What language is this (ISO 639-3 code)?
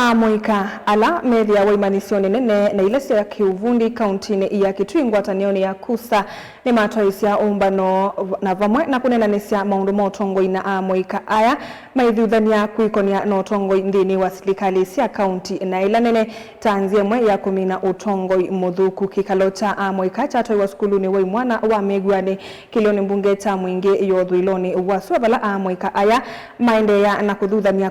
kam